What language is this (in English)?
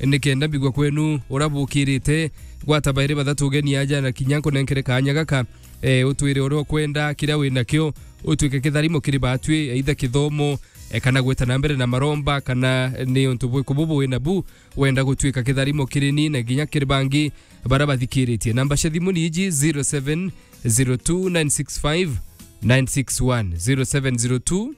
Meru